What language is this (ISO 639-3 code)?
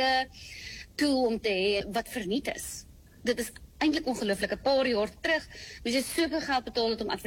afr